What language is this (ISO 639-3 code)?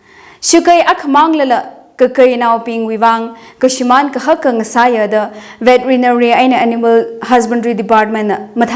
nmf